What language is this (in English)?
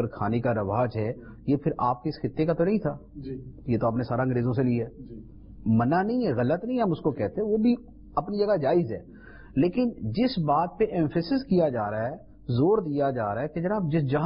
Urdu